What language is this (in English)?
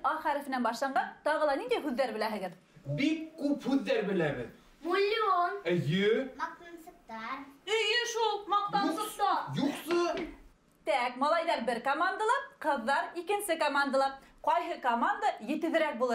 Bashkir